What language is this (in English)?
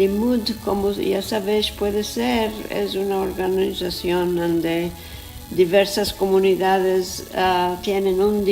Ladino